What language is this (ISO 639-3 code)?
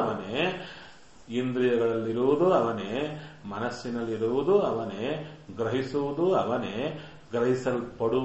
kan